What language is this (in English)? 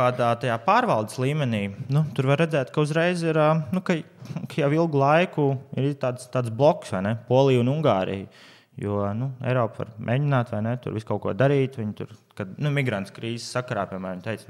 Latvian